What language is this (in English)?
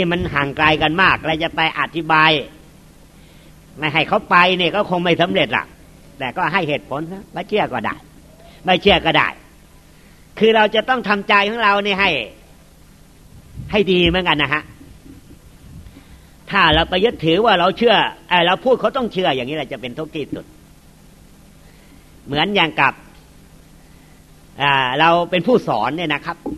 Thai